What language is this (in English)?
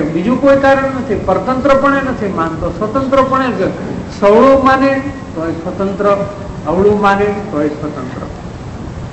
Gujarati